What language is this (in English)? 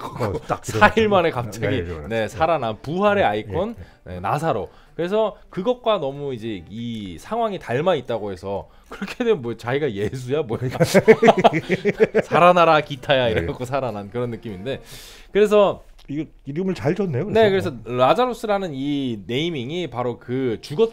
Korean